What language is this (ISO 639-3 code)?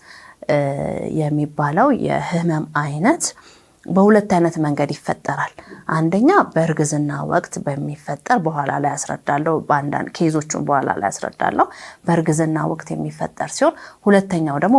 amh